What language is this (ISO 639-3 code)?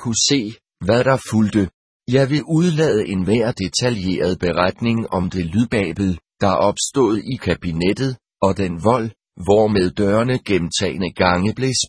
dan